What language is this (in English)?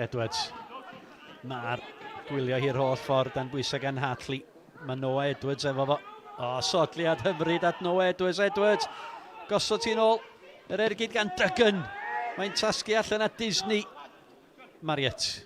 Welsh